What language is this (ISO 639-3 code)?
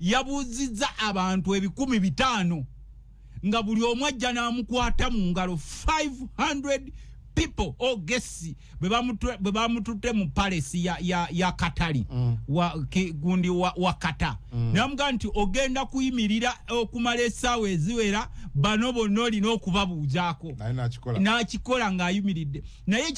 lug